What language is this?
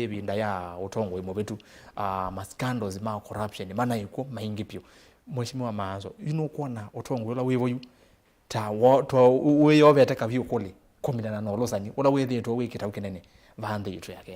Kamba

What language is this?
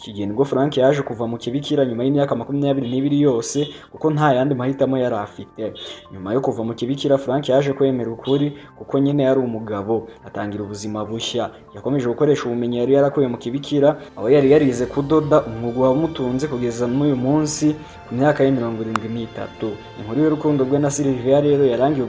Kinyarwanda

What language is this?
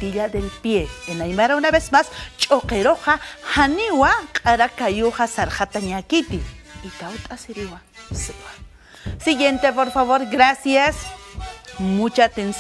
Aymara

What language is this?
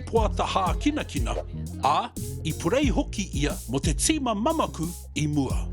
Māori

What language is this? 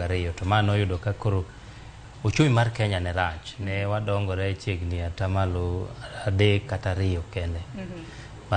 Luo (Kenya and Tanzania)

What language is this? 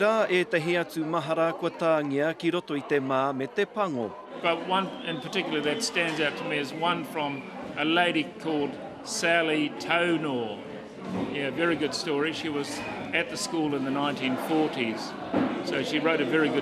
Māori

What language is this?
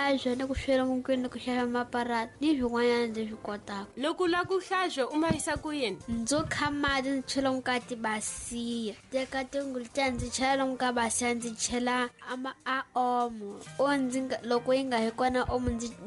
Tsonga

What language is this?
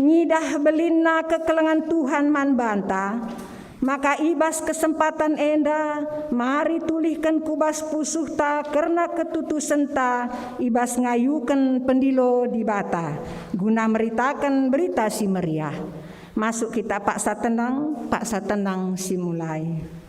Batak Karo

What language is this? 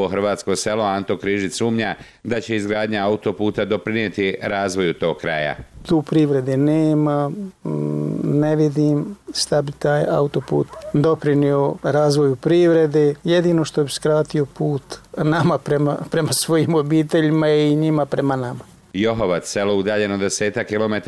Bosnian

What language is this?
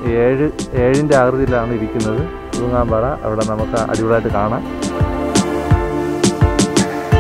Malayalam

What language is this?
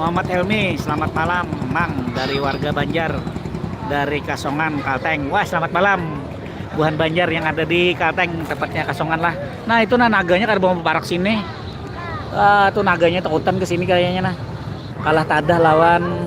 Banjar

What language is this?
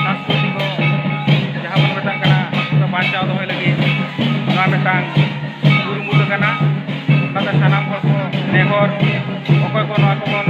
Santali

